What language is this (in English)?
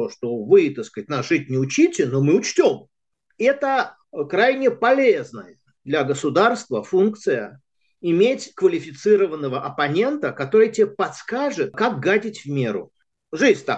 Russian